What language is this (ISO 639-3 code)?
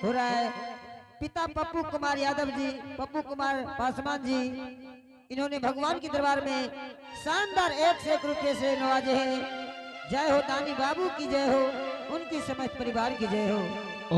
anp